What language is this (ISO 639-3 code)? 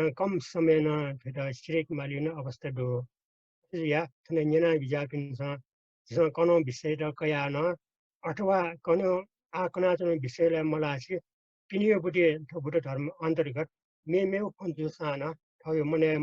new